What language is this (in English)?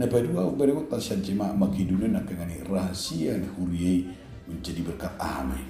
Batak Toba